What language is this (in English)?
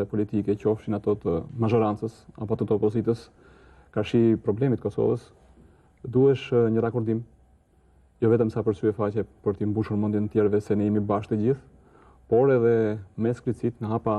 Albanian